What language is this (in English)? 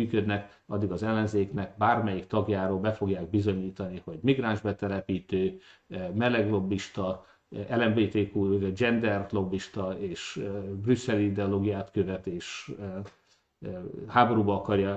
Hungarian